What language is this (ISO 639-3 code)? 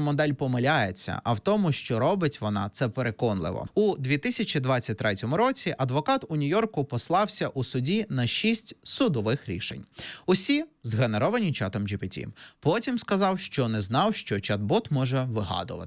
ukr